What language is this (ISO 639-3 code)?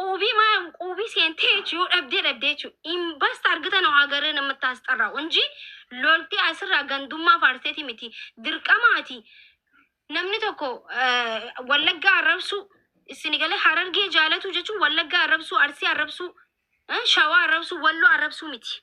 orm